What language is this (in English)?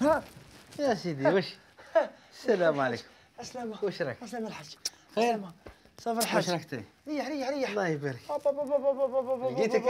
Algerian Arabic